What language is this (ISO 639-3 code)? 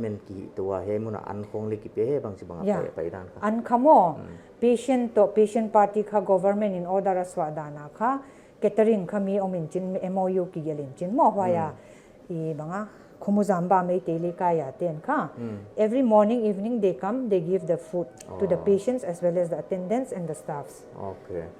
pck